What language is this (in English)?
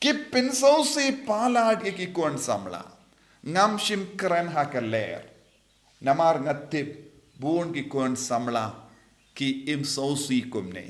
Khasi